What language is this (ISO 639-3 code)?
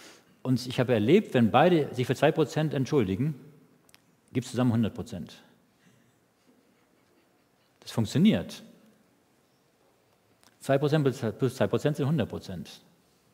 deu